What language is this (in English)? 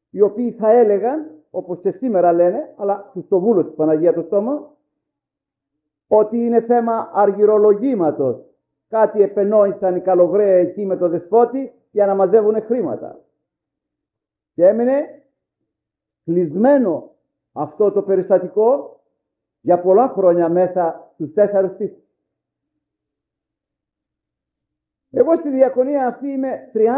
Greek